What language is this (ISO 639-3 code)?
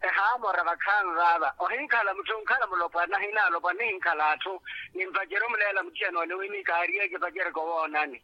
vmw